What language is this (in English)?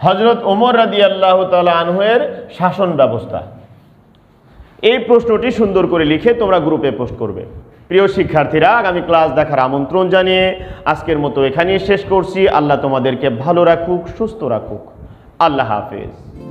Bangla